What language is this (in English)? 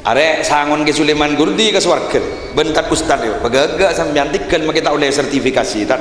Madurese